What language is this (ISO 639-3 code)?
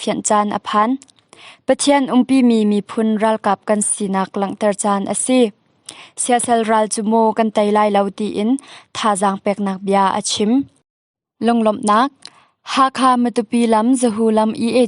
cnh